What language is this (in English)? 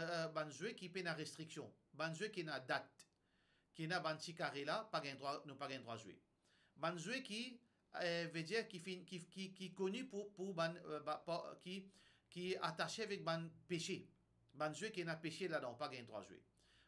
Morisyen